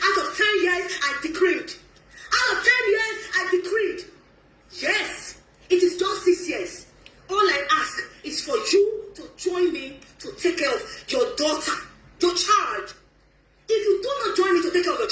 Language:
Nigerian Pidgin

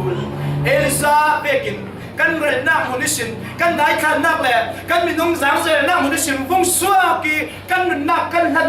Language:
Falam Chin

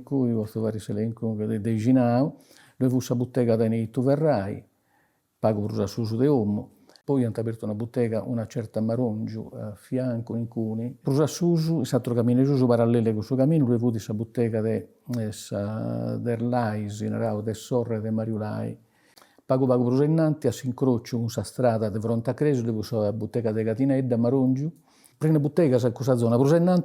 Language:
Sardinian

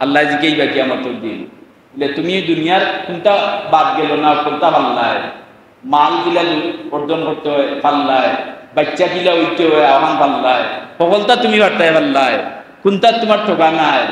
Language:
Sylheti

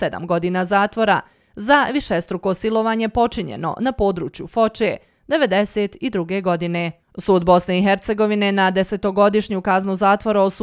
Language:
Bosnian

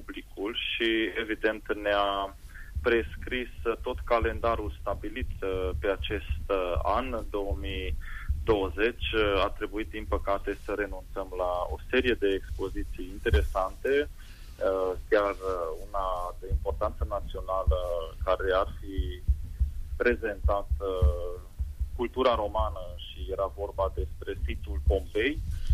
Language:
Romanian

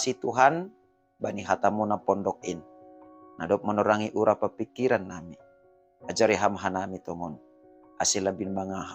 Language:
Batak Simalungun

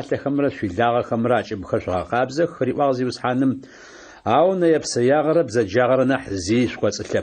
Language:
Adyghe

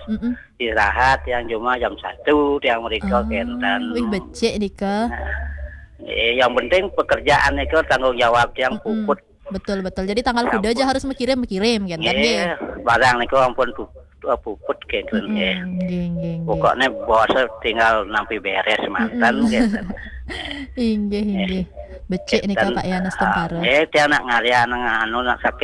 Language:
Balinese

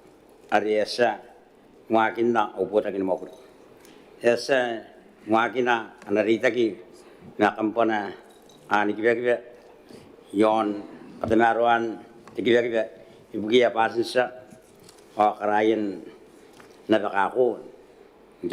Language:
Gilbertese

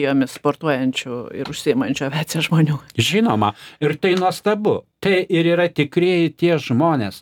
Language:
Lithuanian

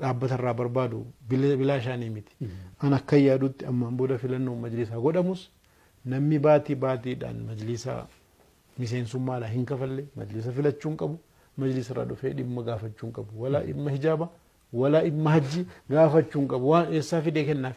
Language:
Oromo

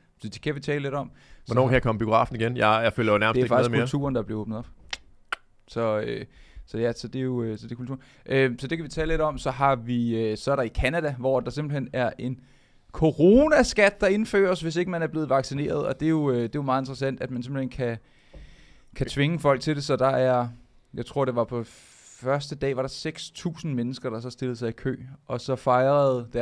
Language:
Danish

